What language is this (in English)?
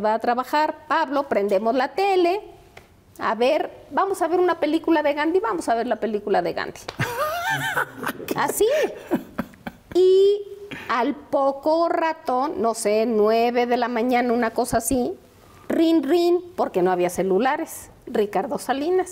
Spanish